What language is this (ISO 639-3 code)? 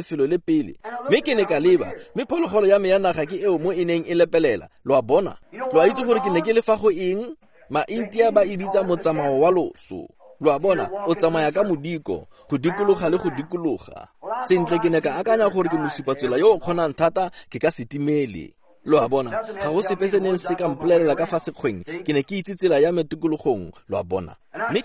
tsn